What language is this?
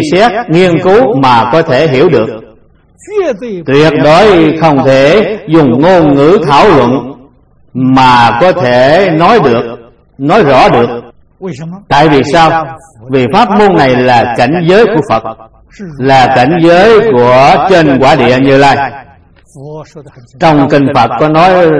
Vietnamese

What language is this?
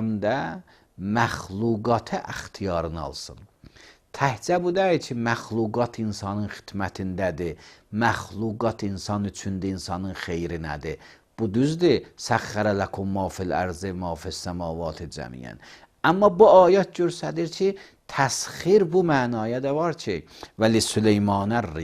Azerbaijani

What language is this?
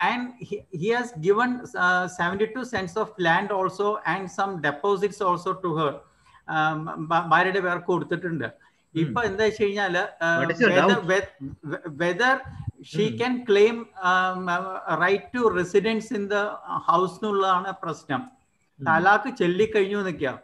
Malayalam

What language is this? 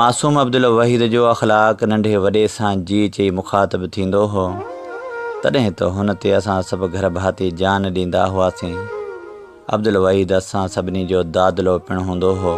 Sindhi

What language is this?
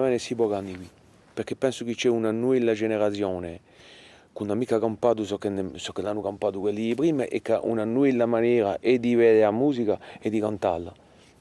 Corsican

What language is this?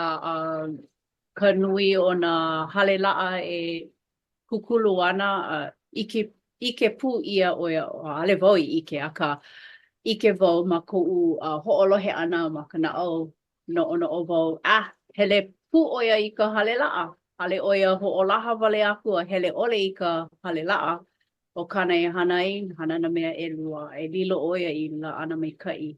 Hawaiian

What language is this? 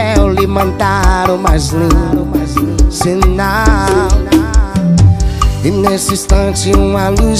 Portuguese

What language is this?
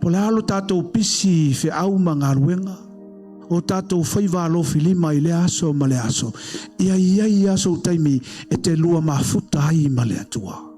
Samoan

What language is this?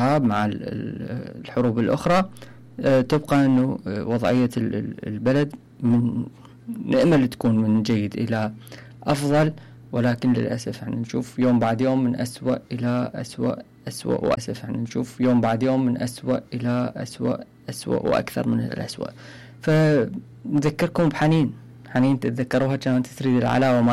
Mesopotamian Arabic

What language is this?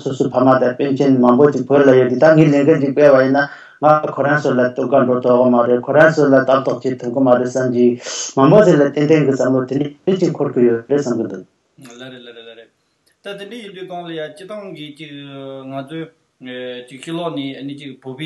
Tibetan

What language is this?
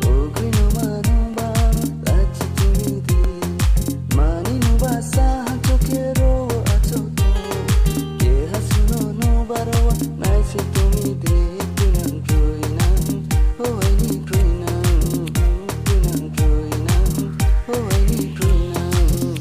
Kok Borok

